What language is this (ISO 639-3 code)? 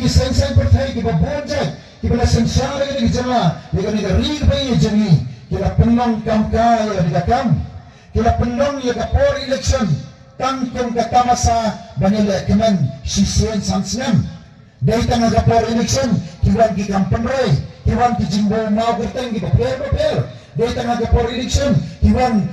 kha